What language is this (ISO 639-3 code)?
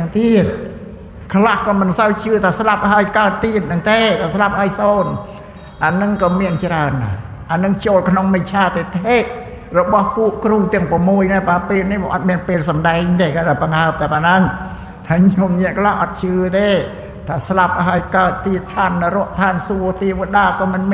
khm